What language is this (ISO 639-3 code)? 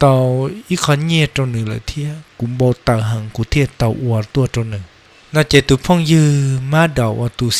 hmn